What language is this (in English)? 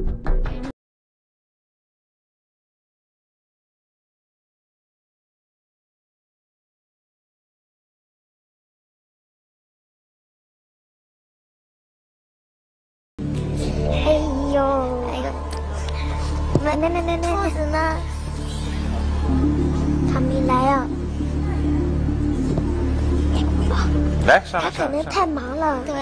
Chinese